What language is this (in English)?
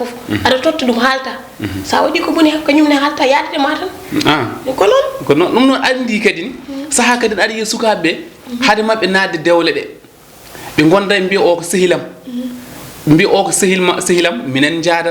Fula